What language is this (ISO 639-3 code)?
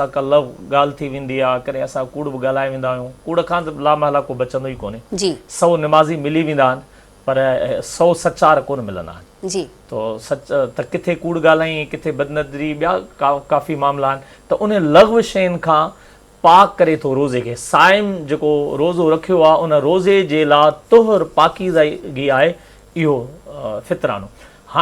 snd